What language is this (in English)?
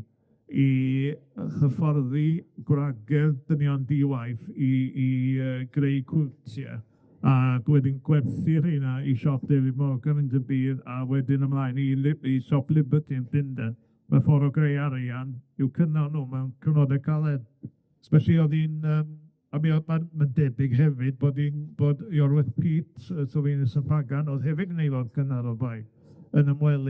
Welsh